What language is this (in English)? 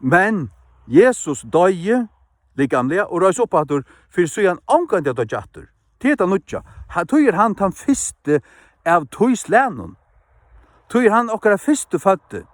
Faroese